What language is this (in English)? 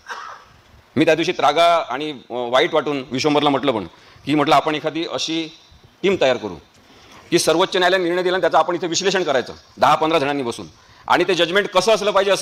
Marathi